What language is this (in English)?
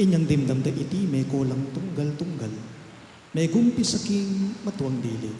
Pampanga